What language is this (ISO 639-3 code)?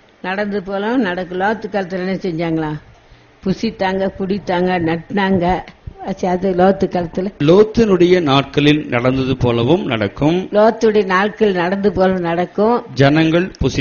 tam